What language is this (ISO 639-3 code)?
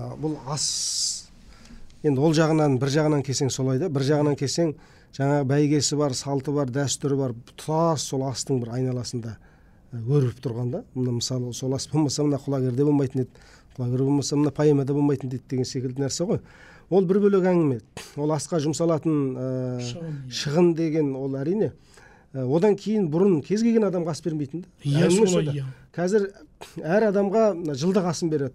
kaz